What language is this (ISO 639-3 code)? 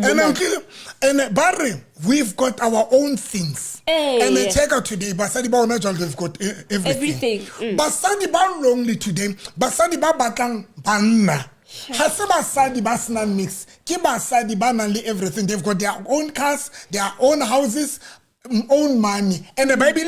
sot